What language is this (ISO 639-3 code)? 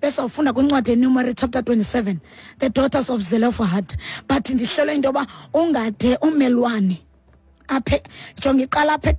xho